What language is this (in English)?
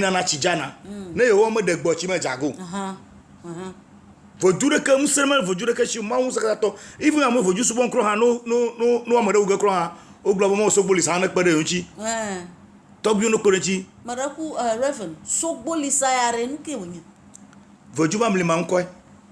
Ewe